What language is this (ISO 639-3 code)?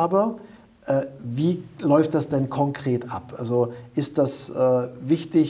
deu